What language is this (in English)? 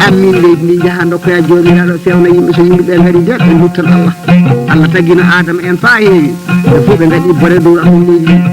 Fula